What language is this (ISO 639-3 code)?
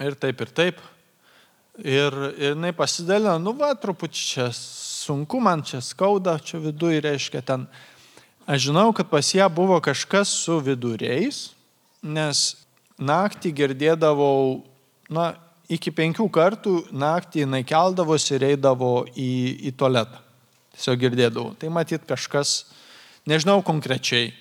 lit